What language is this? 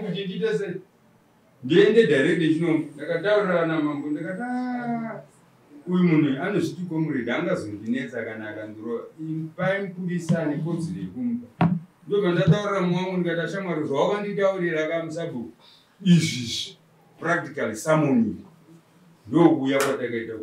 Shona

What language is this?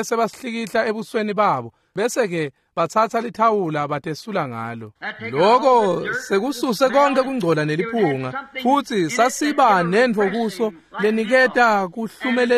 Swati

